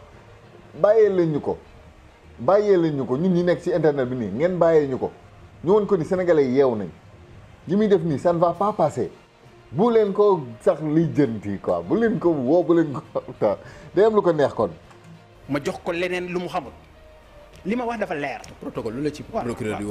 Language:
Wolof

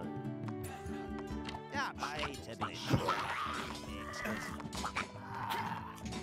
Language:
French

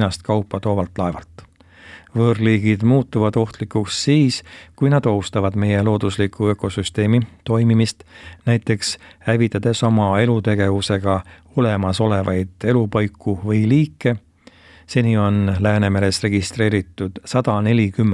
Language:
Estonian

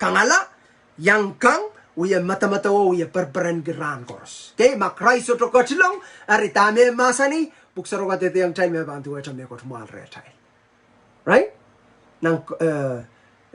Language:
Pohnpeian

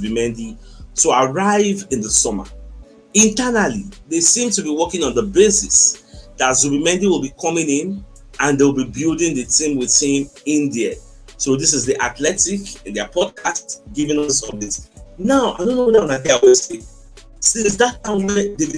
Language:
Nigerian Pidgin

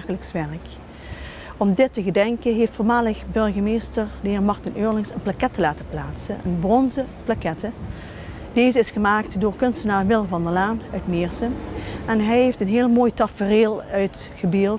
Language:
Dutch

